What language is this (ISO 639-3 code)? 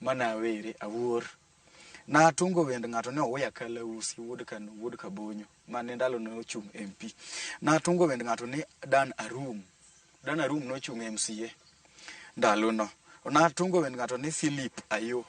luo